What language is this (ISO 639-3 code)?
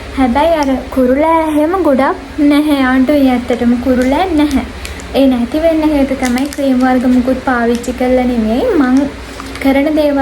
sin